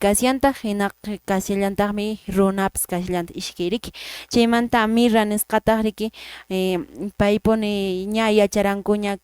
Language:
Quechua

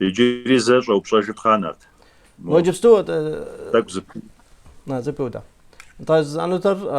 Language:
Kabardian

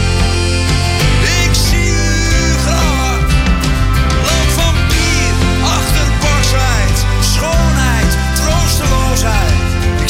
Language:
Dutch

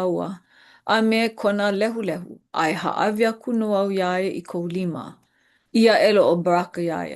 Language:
Hawaiian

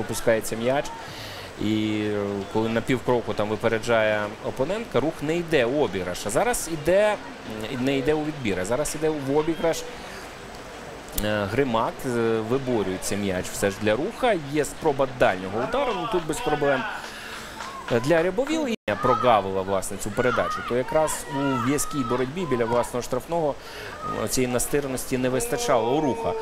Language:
Ukrainian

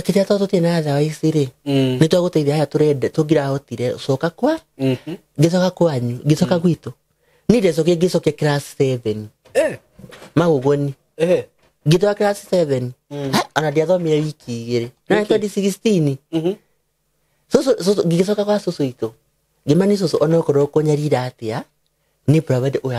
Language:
Kikuyu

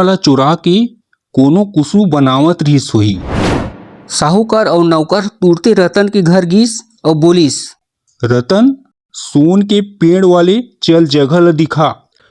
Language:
Chhattisgarhi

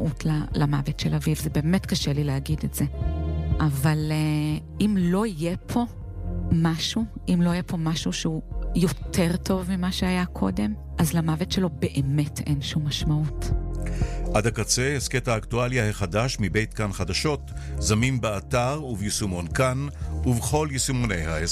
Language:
Hebrew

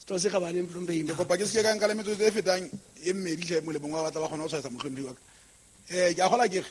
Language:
Southern Sotho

